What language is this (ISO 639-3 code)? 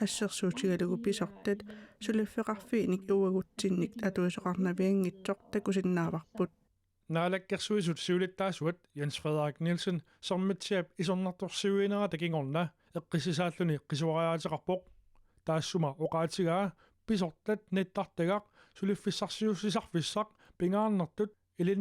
kal